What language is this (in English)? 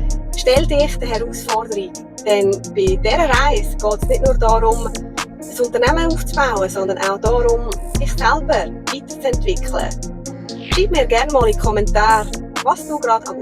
Swiss German